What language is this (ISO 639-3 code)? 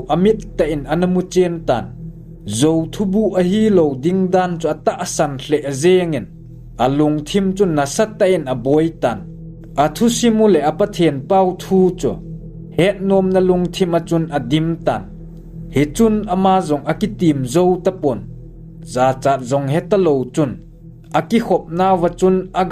tcz